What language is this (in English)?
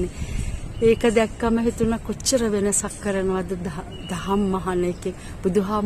Sinhala